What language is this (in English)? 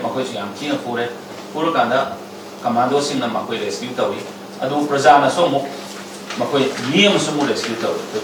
Manipuri